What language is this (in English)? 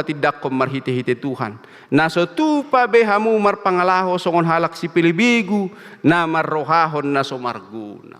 Batak Toba